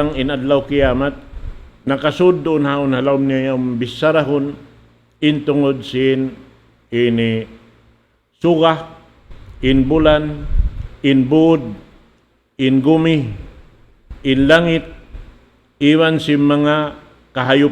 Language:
Tausug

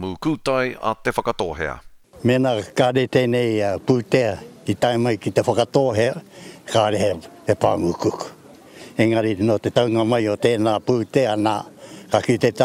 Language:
Māori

